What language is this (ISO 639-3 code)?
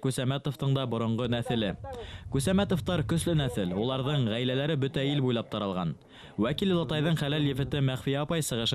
bak